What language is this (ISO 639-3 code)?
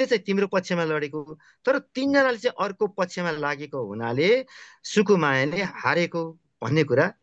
nep